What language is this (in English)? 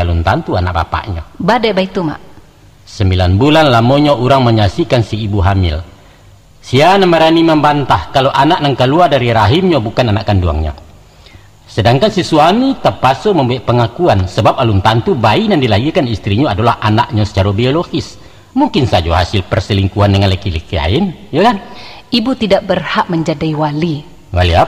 Minangkabau